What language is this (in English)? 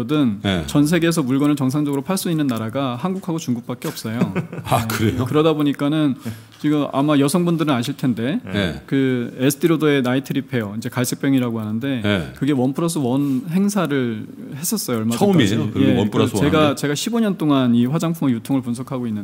Korean